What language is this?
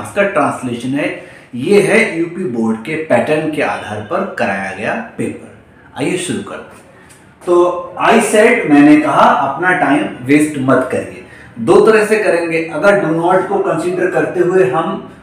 Hindi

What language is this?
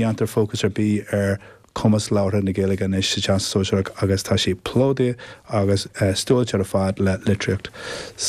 Irish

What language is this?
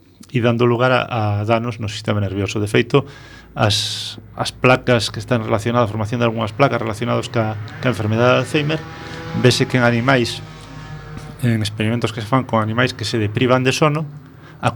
Galician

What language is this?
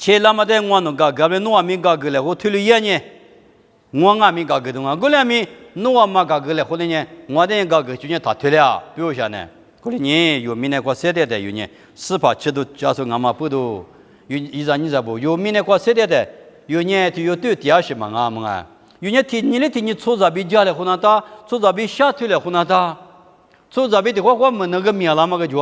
Lisu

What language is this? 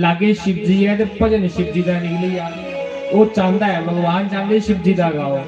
Dogri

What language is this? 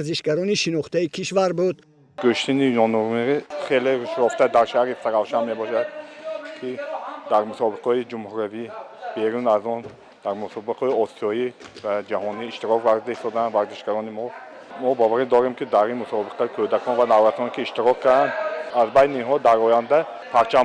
Tajik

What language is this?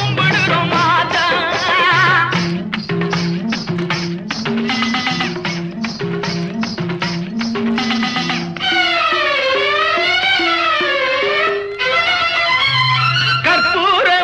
Tamil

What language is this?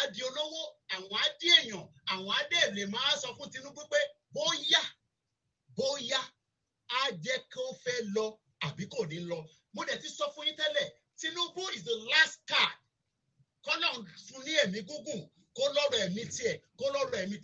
Yoruba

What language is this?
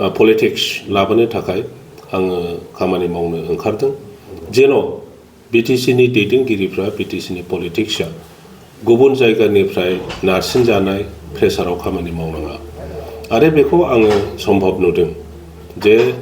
Bodo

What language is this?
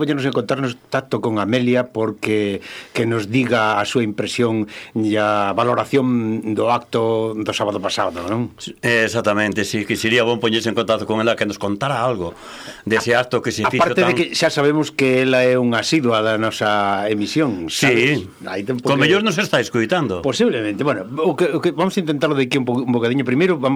Galician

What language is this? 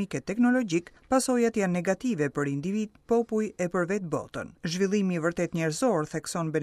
Albanian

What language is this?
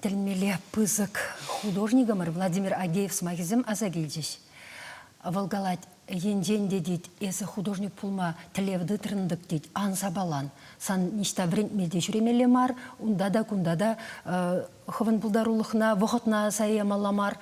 Chuvash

